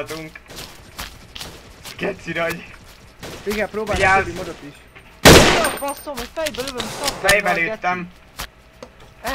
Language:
Hungarian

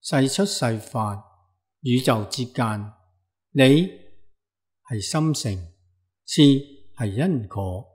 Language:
Cantonese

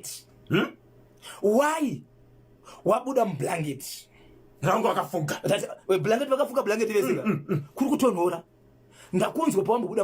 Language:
Shona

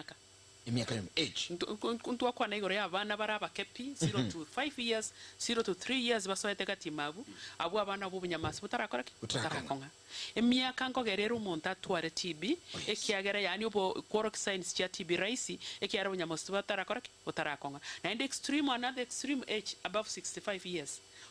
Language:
Gusii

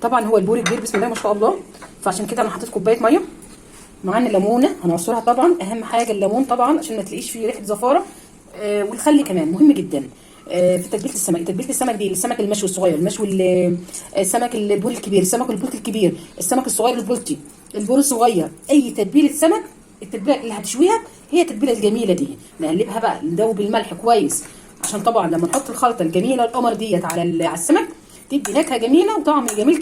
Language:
Egyptian Arabic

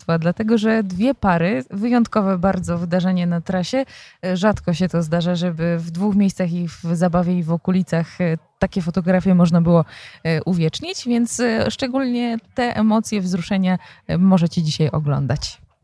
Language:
Polish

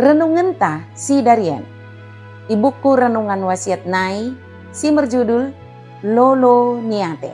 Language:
Batak Dairi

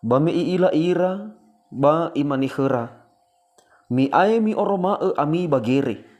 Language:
Nias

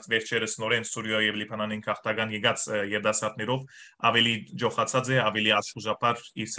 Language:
Western Armenian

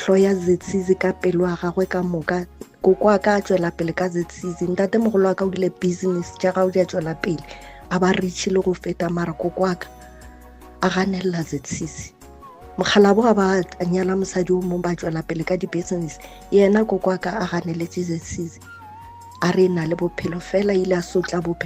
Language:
Northern Sotho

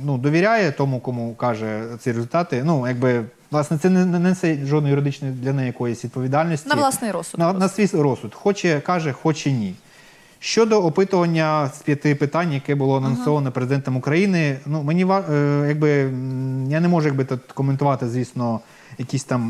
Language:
Ukrainian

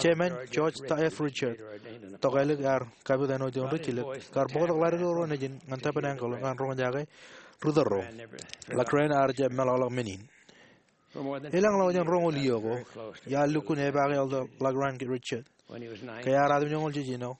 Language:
Marshallese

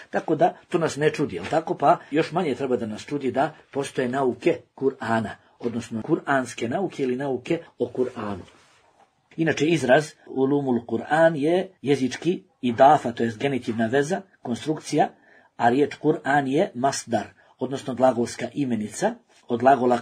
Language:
Bosnian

